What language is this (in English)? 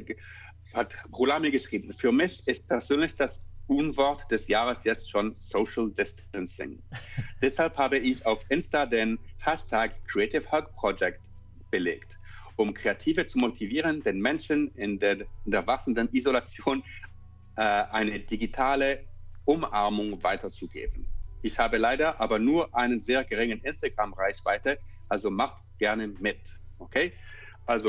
German